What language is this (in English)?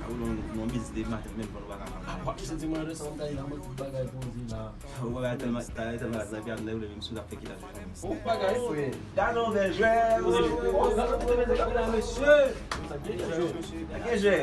Haitian Creole